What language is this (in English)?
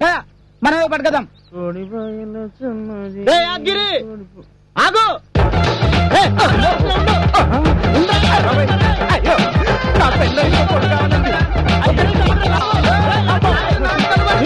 Telugu